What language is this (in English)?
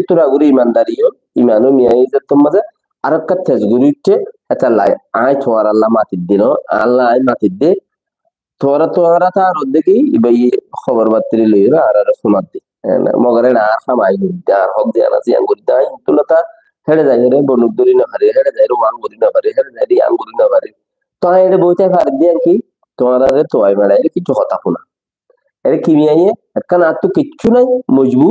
Rohingya